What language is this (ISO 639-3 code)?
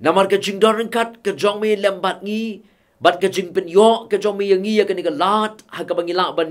kha